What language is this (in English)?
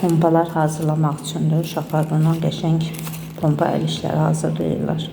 Azerbaijani